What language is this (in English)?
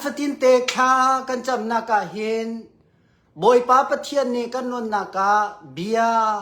Hakha Chin